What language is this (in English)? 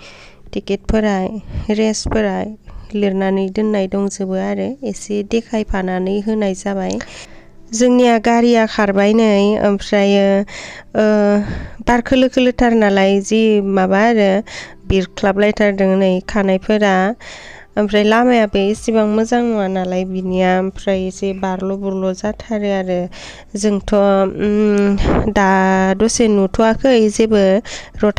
Bodo